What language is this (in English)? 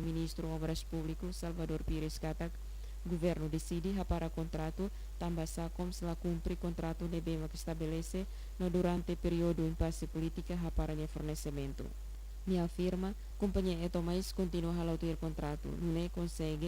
Tetum